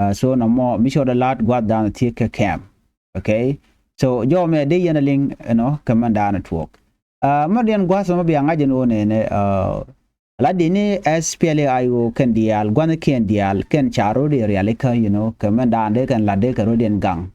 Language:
Nuer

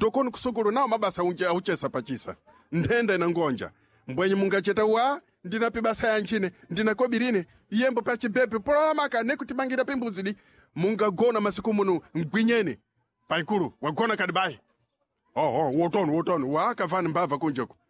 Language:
Sena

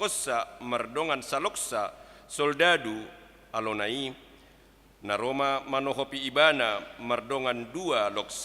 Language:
Batak Toba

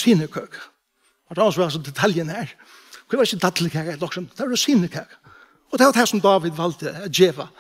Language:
Faroese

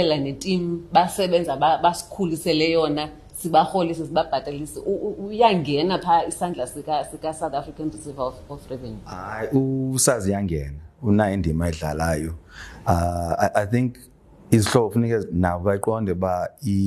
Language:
Xhosa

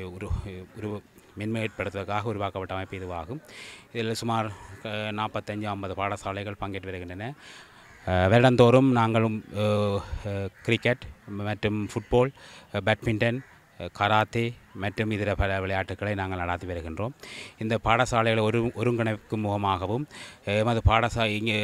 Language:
Tamil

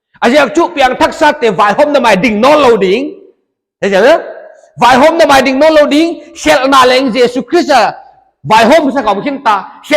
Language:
Paite Chin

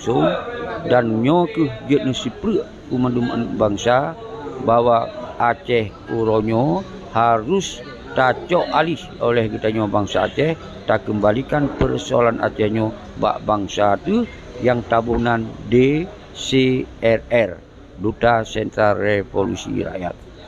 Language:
Achinese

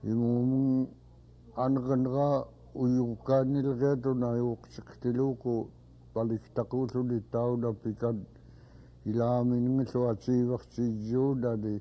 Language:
Central Yupik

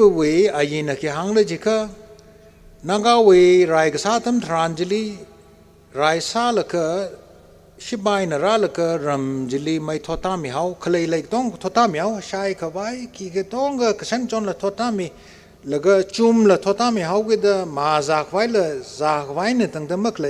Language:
Tangkhul Naga (India)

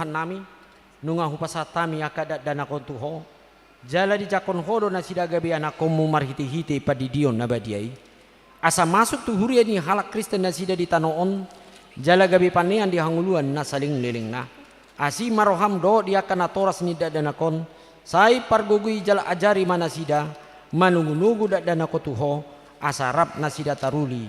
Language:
Batak Toba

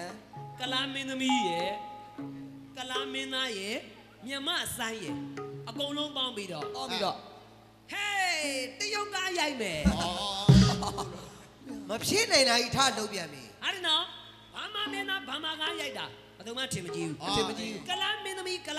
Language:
Burmese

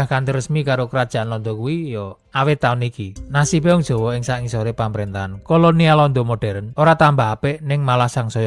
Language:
Javanese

